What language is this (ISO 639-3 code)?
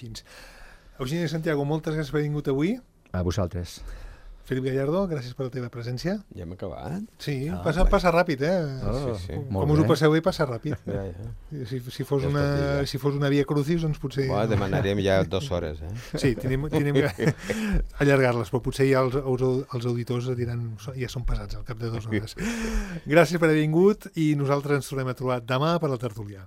cat